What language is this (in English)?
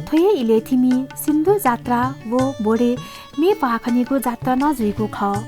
Newari